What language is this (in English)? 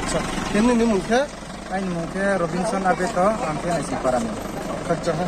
Riang (India)